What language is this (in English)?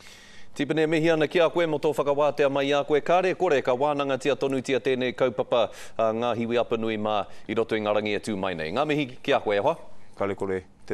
Māori